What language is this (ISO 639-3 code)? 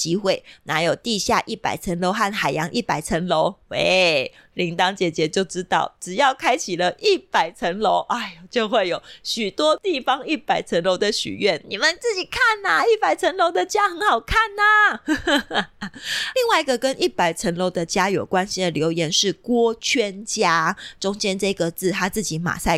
zho